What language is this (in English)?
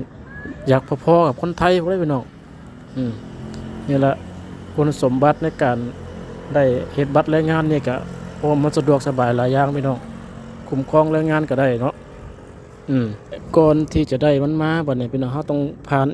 Lao